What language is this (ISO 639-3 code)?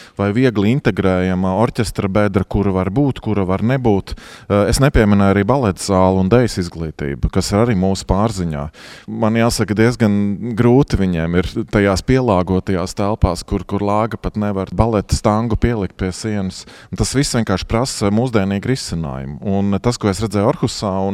lav